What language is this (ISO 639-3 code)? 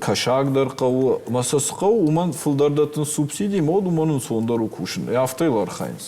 oss